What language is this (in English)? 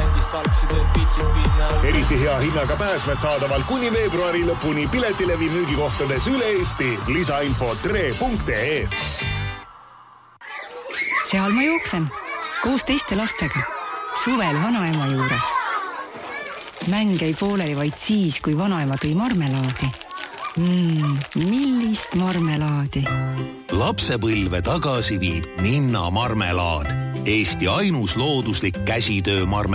Estonian